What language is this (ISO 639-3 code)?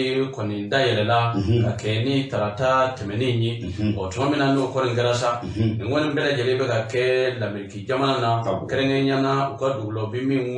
bam